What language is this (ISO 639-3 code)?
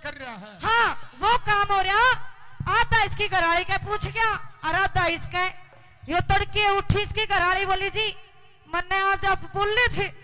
bgc